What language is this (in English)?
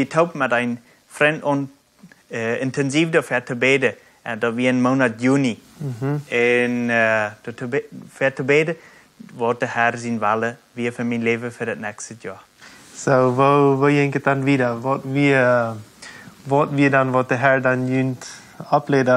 Plautdietsch